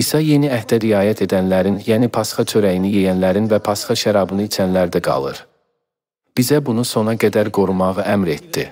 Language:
Azerbaijani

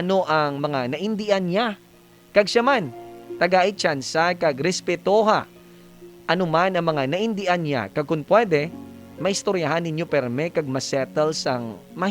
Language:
Hiligaynon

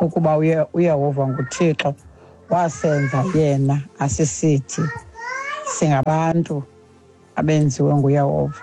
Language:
Xhosa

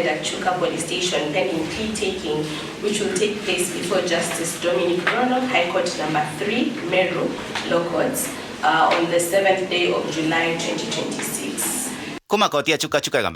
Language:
Meru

